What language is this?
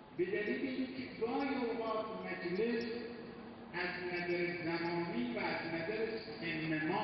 Persian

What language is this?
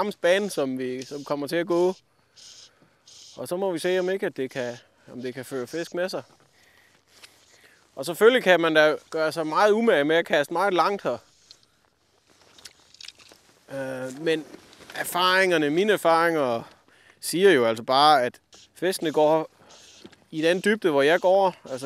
Danish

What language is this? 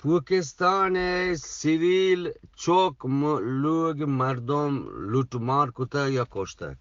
Eastern Balochi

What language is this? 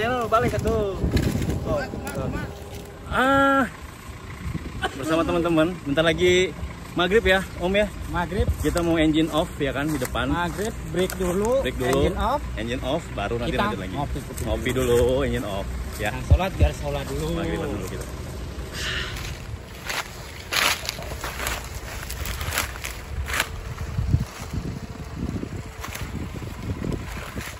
Indonesian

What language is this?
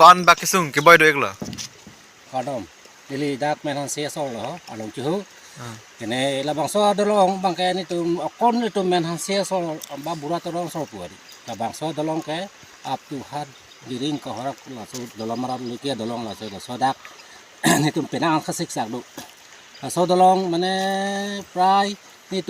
Karbi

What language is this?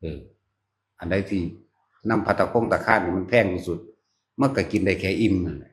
Northeastern Thai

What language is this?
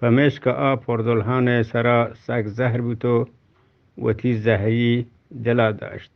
Eastern Balochi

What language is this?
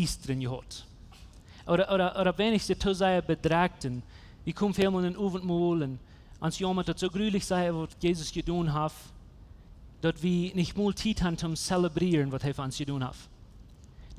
Plautdietsch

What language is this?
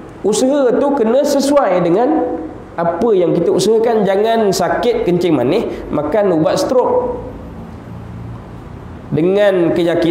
Malay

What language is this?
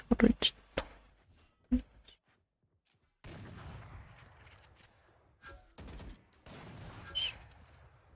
Japanese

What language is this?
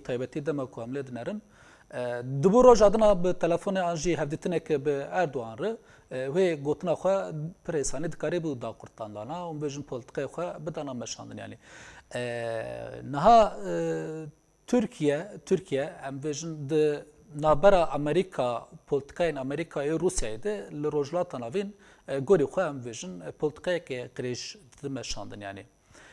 Kurdish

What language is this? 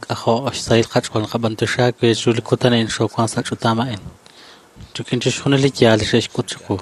Kekchí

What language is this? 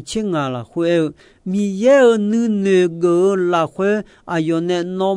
Akha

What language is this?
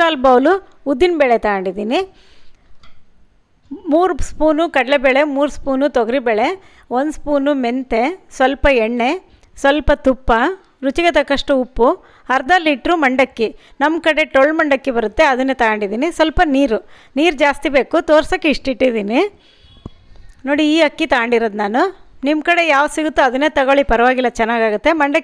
Kannada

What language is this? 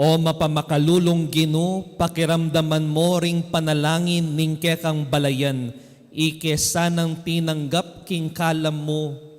Pampanga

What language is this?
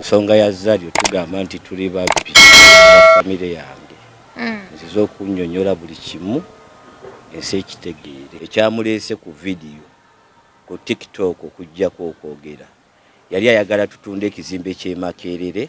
Ganda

